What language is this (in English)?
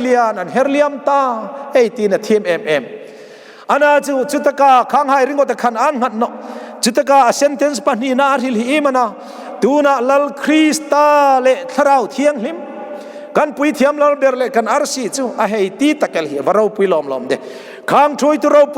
Hmar